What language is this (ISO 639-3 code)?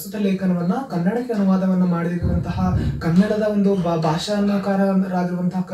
kan